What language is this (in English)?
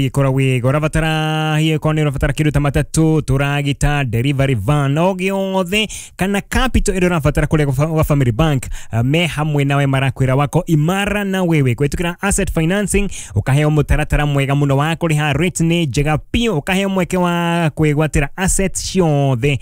Kikuyu